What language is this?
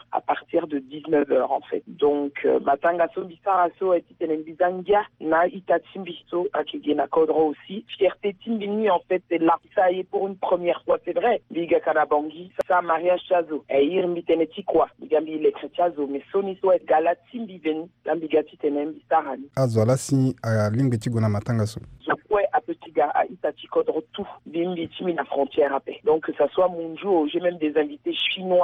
Sango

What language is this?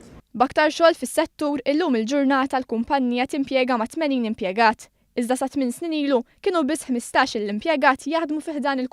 Maltese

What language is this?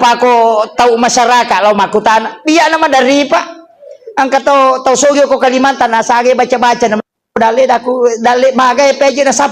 Buginese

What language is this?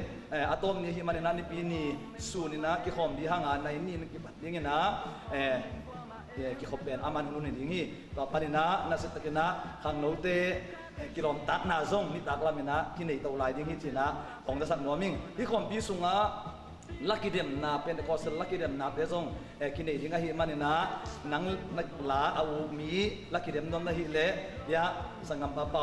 Tedim Chin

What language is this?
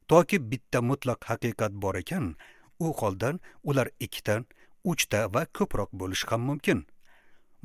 Uzbek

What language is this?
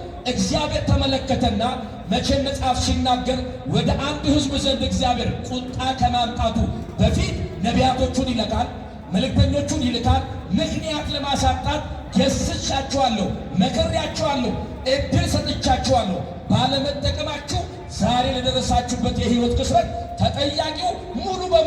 Amharic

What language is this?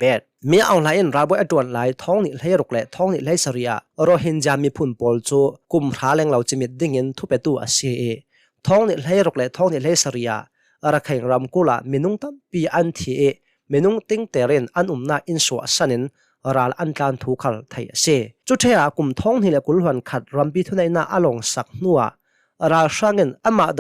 Hakha Chin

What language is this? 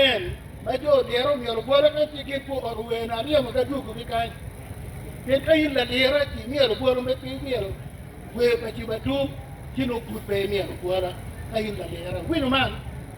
Acoli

